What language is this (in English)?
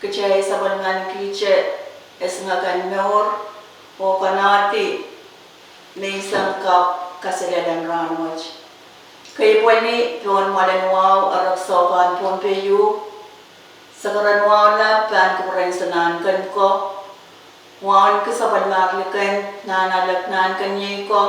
Pohnpeian